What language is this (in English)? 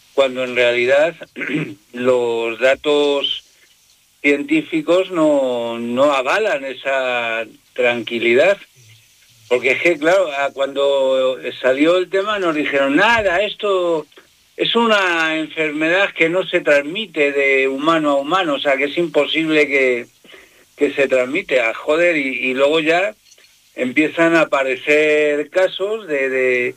Spanish